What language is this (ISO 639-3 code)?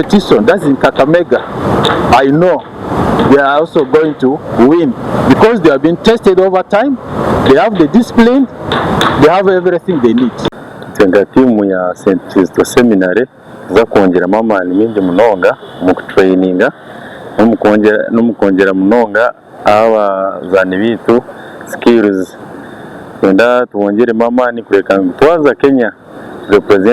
nyn